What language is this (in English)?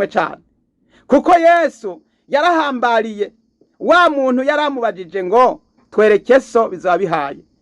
Rundi